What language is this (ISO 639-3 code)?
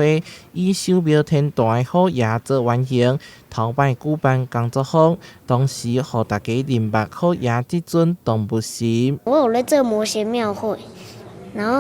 nan